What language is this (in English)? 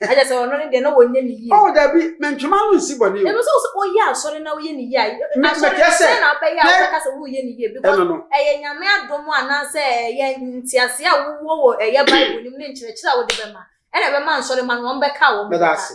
Akan